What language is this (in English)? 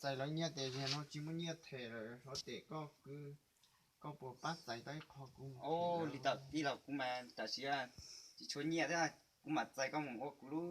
Hmong